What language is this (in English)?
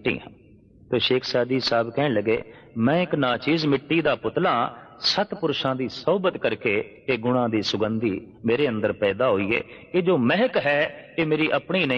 Punjabi